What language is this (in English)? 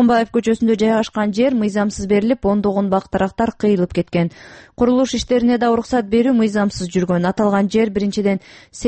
Kyrgyz